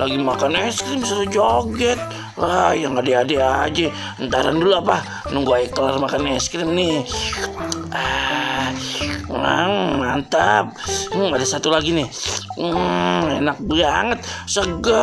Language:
Betawi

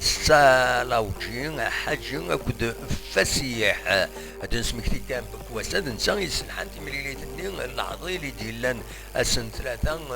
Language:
Kabyle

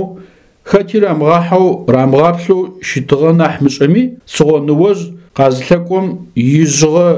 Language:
Adyghe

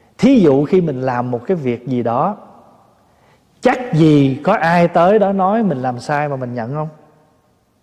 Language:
Vietnamese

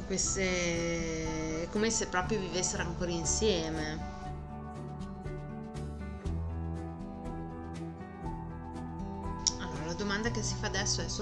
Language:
Italian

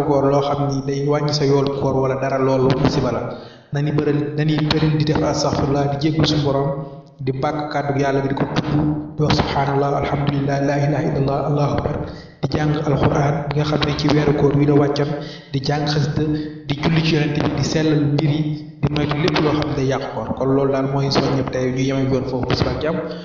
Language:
Wolof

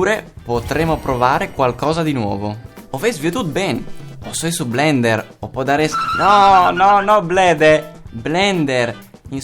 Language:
Friulian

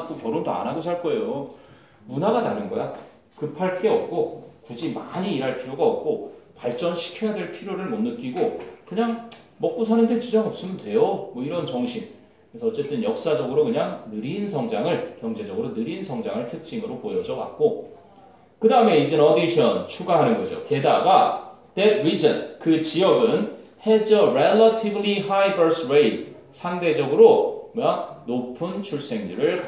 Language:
Korean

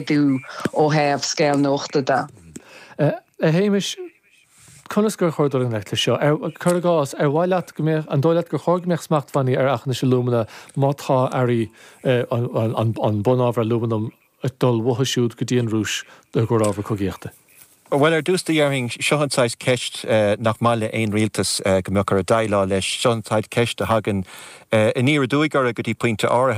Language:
Irish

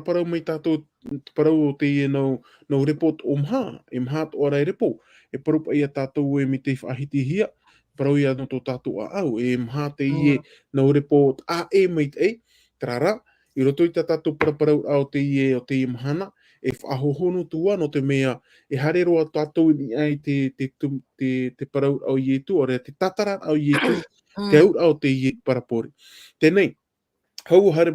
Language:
Tahitian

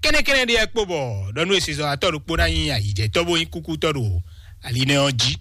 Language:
Fon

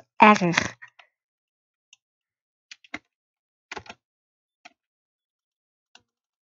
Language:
Dutch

